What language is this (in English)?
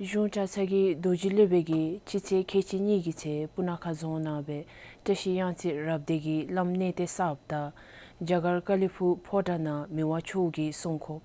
Dzongkha